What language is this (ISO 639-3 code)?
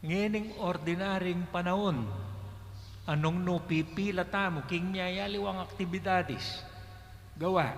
pam